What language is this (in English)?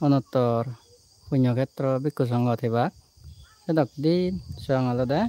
Chakma